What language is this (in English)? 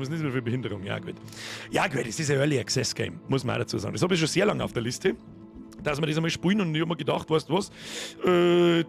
Bavarian